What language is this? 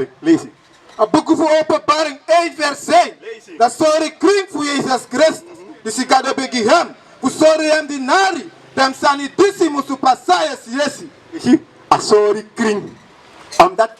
Sranan Tongo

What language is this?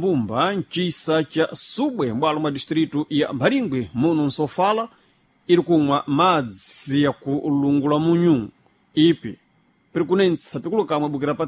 Sena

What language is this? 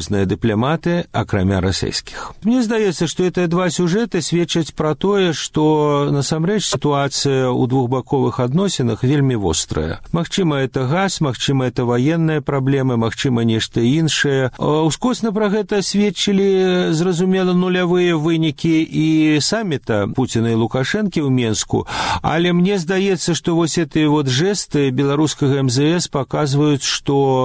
Belarusian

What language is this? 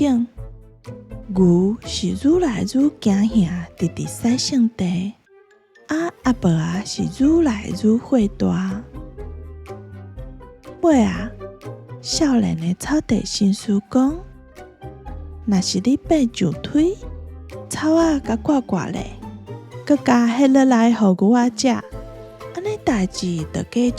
Min Nan Chinese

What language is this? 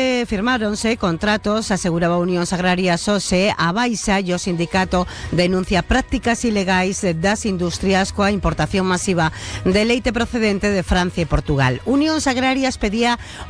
Galician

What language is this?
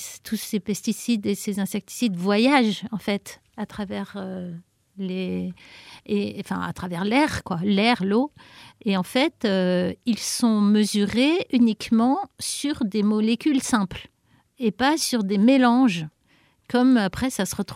French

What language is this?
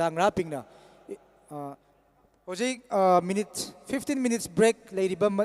Tangkhul Naga (India)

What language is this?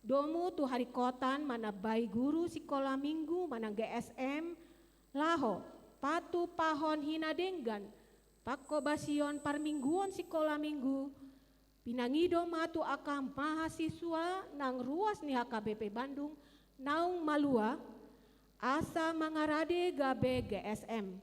Batak Toba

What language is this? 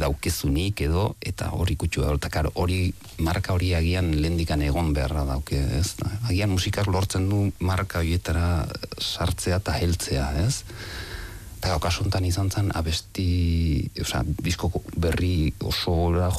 Basque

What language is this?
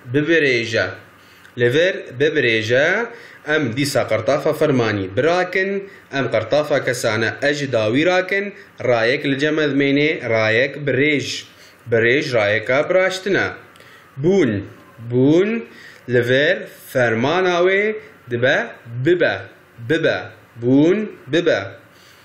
Kurdish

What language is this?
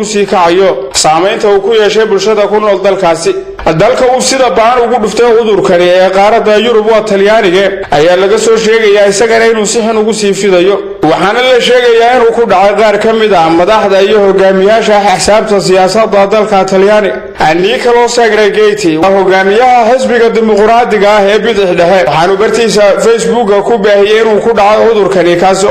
Somali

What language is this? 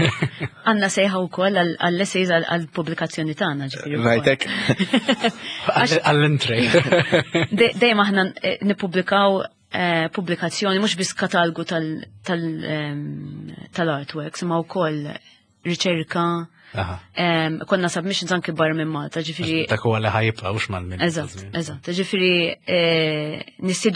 Maltese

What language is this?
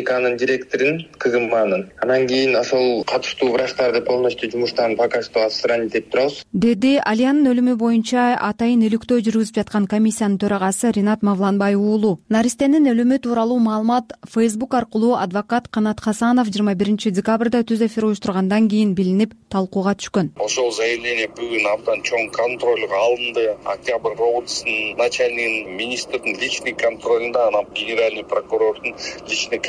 Kyrgyz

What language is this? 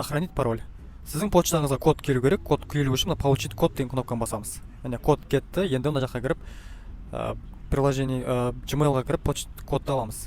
Kazakh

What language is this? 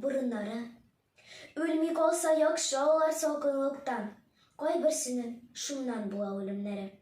Tatar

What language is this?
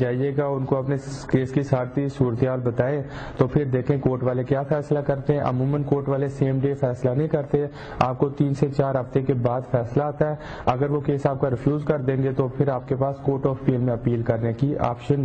Urdu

